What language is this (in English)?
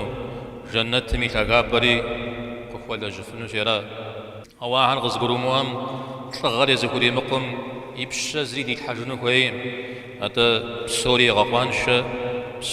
Kabardian